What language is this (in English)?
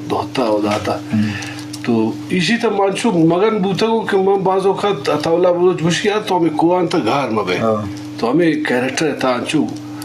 Eastern Balochi